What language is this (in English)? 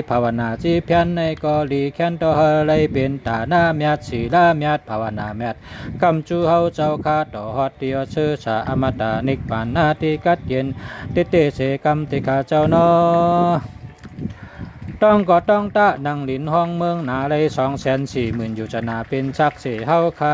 Shan